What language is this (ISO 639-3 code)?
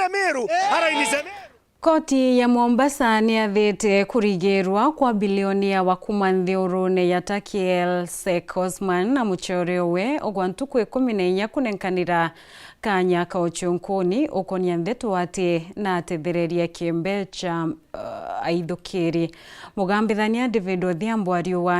mer